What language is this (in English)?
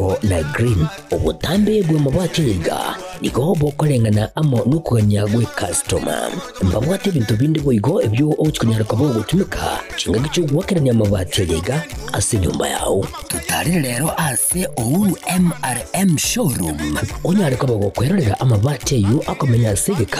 Gusii